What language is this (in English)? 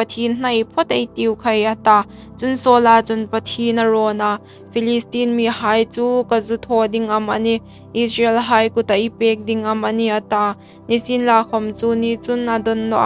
Hmar